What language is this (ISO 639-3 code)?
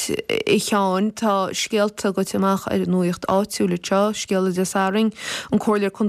gle